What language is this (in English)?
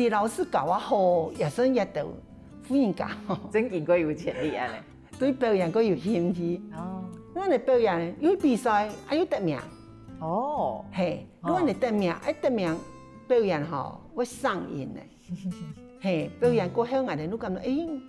Hakka Chinese